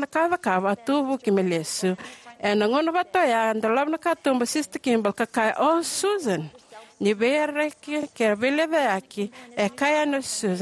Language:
Fijian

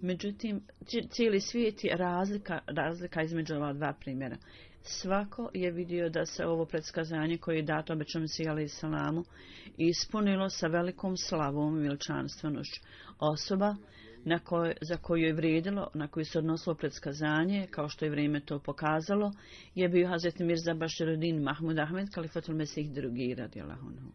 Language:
Bosnian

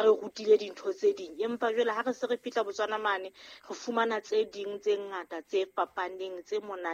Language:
Southern Sotho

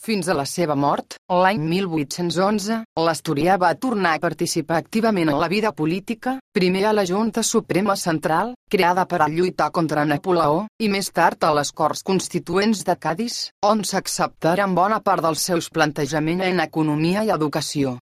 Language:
Catalan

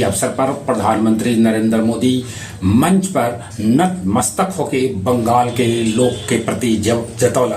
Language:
Magahi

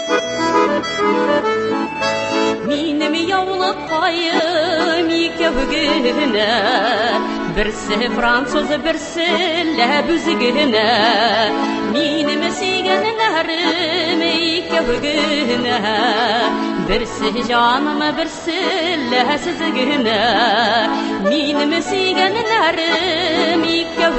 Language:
Tatar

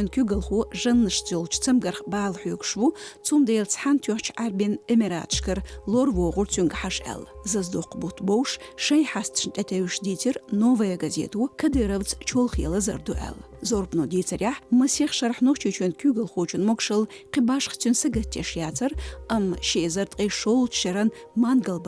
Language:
Chechen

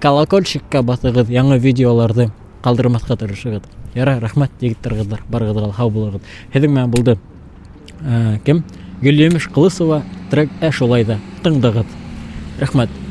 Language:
Bashkir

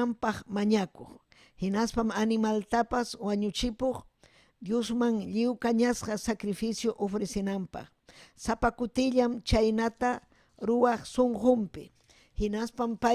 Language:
Ayacucho Quechua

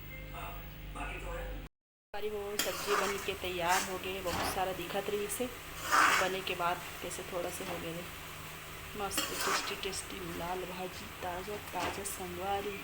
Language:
Chhattisgarhi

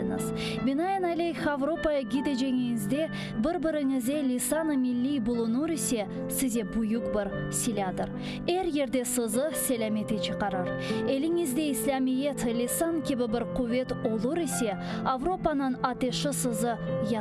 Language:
Crimean Tatar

